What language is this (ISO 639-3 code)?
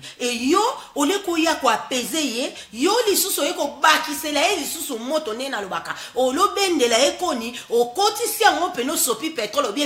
lin